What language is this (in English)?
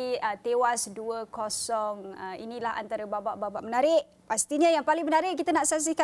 Malay